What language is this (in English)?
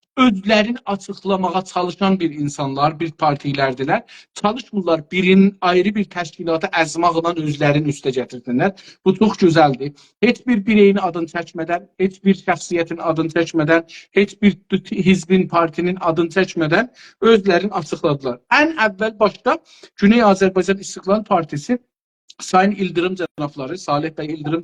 South Azerbaijani